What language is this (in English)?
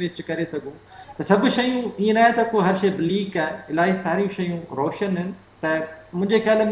Sindhi